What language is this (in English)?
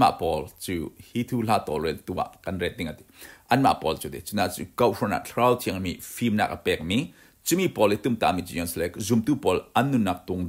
Falam Chin